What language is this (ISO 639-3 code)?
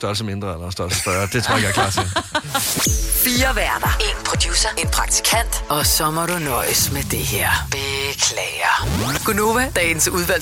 dan